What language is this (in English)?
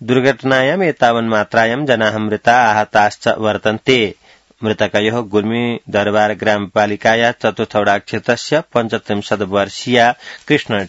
Sanskrit